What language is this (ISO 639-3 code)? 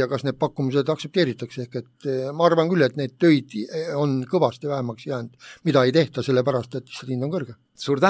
est